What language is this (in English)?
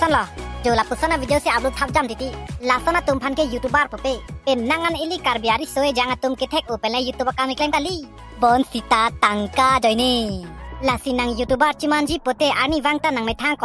Karbi